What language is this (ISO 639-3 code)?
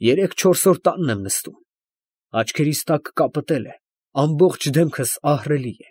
hye